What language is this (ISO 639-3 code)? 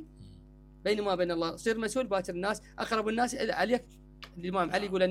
acm